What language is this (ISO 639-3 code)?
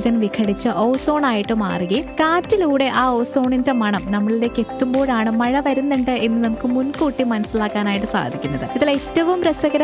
mal